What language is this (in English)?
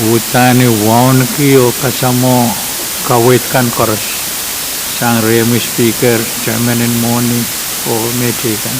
Pohnpeian